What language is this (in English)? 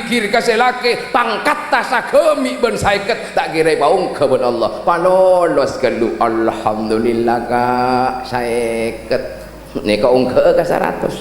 Madurese